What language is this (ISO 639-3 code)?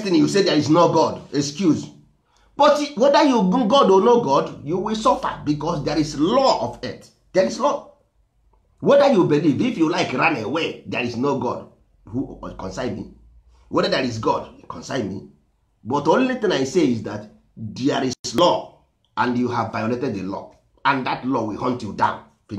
ibo